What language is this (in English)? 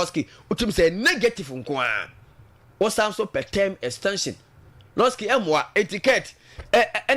Akan